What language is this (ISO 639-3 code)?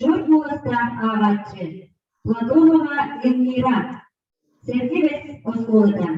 sah